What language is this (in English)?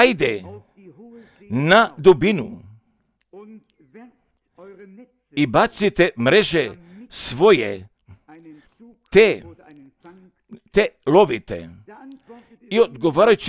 Croatian